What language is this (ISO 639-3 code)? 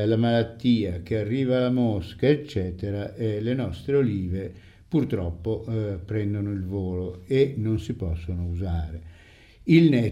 ita